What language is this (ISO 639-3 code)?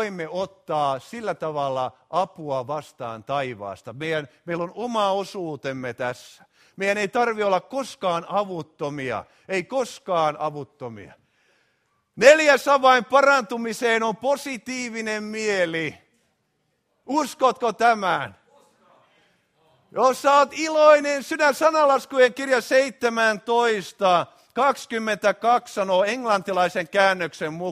fin